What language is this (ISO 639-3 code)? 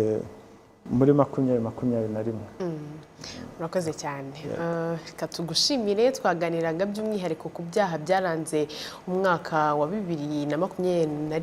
kin